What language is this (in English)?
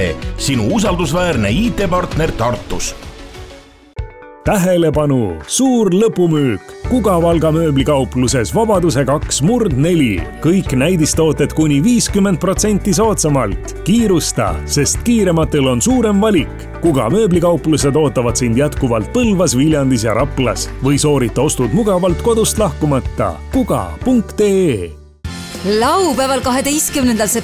Estonian